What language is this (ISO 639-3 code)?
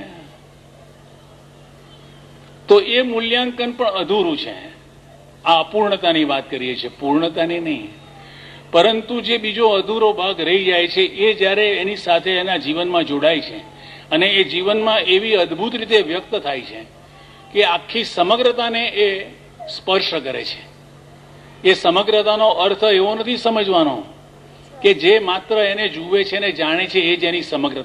guj